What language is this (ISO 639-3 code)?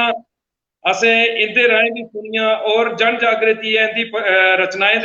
doi